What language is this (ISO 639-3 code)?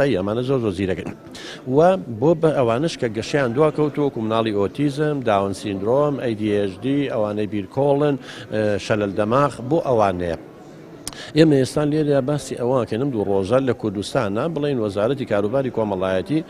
ckb